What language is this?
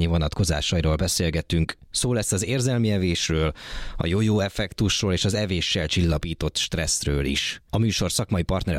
Hungarian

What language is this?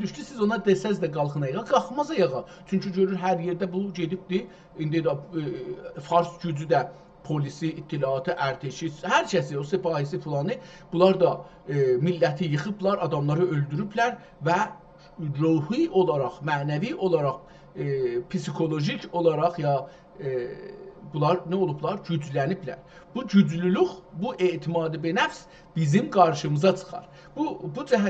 South Azerbaijani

